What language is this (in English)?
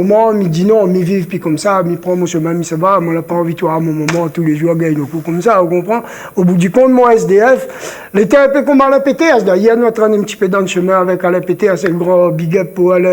Réunion Creole French